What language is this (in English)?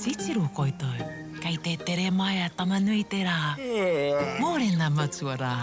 Māori